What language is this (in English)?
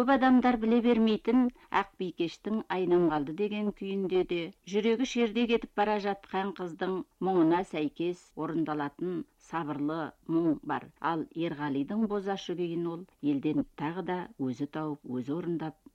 Kazakh